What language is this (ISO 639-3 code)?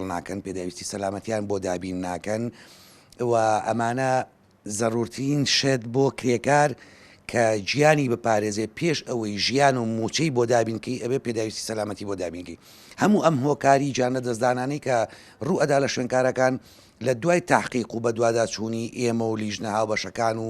ckb